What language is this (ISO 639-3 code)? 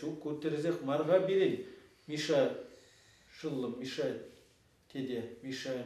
chv